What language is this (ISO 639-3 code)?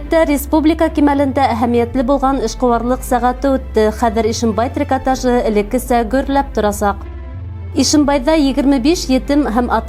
bak